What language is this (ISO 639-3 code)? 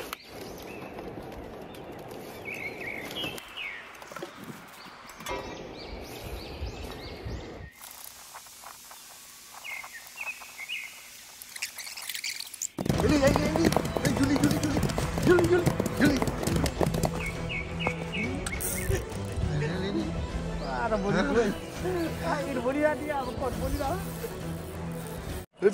msa